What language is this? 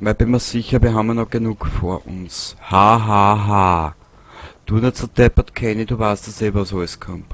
Bavarian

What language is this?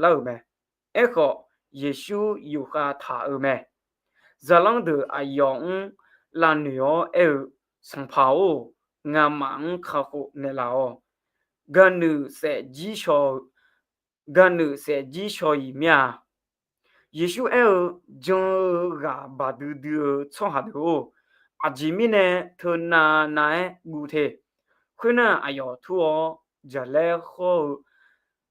Akha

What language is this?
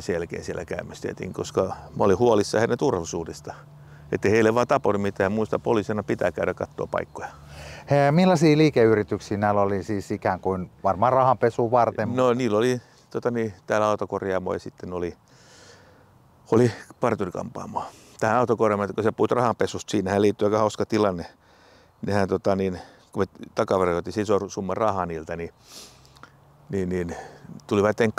Finnish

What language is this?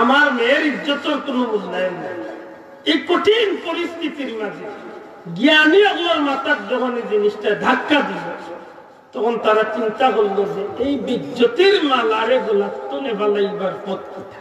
Sylheti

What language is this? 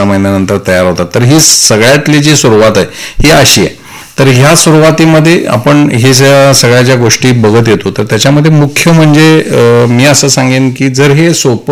Marathi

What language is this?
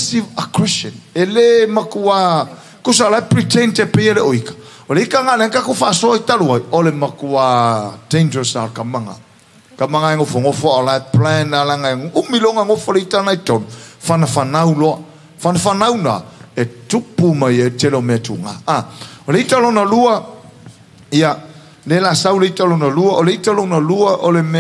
Samoan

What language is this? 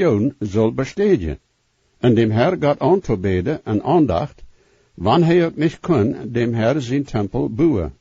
Plautdietsch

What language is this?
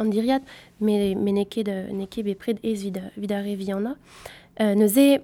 Breton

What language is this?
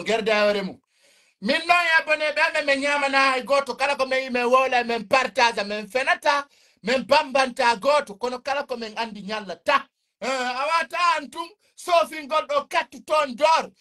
Fula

